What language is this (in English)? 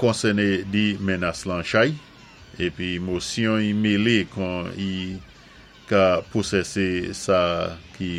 Saint Lucian Creole French